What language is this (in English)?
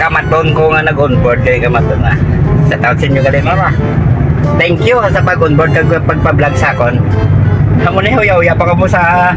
Hiligaynon